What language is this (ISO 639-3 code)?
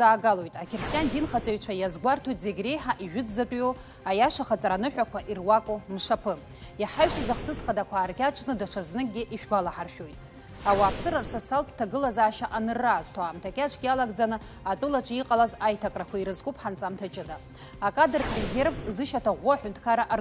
abk